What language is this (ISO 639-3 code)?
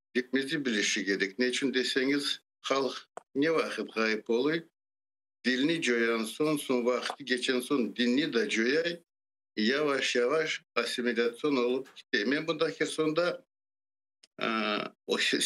crh